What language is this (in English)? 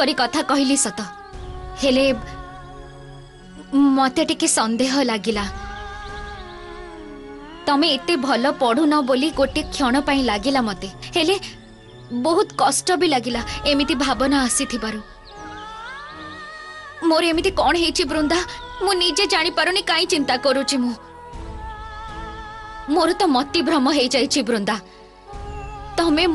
Odia